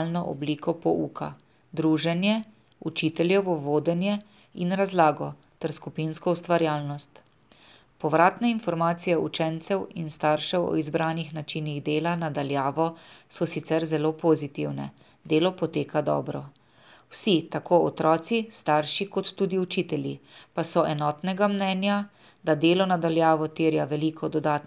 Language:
Slovenian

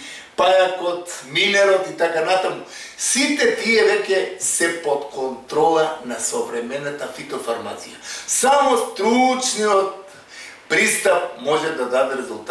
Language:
Macedonian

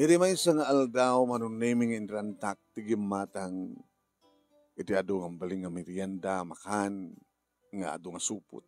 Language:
Iloko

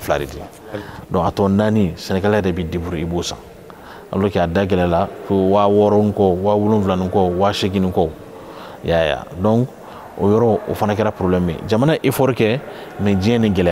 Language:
Bambara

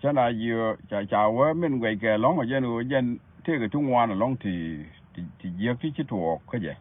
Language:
Nuer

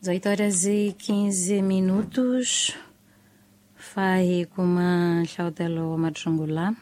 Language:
Tsonga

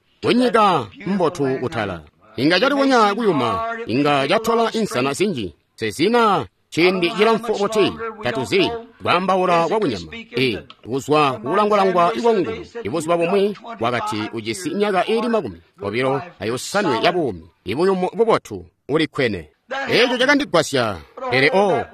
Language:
Tonga (Zambia)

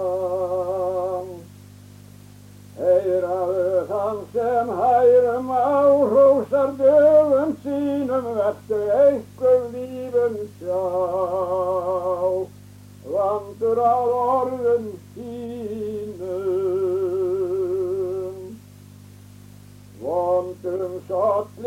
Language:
Icelandic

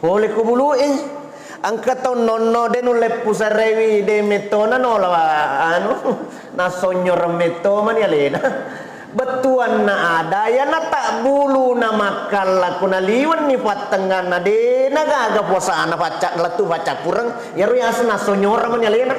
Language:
Buginese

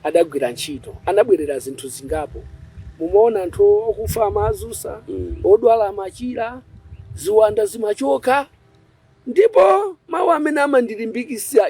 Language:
Nyanja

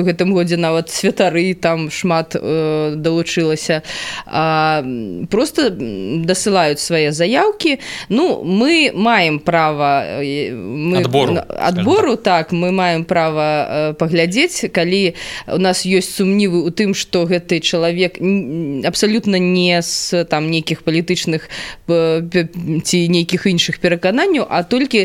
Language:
Belarusian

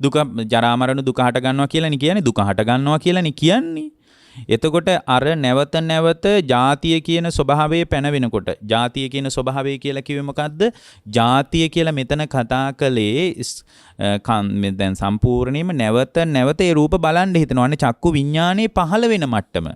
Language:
Sinhala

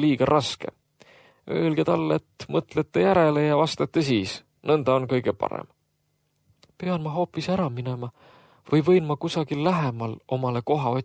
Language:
Estonian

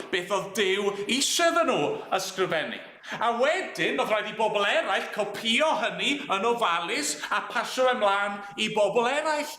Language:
Welsh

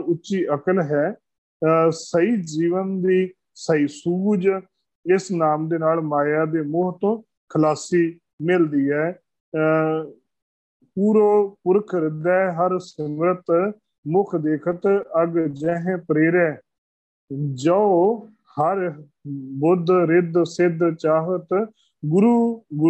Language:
Punjabi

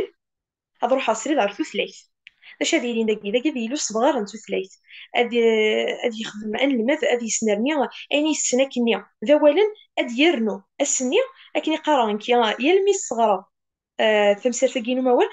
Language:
Kabyle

